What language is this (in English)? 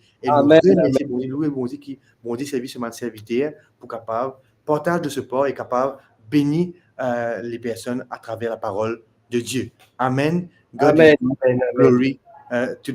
Morisyen